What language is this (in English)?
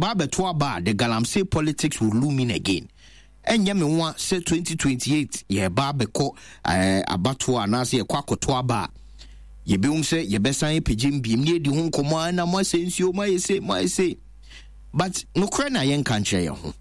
Akan